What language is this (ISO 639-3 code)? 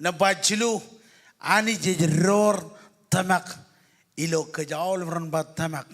mah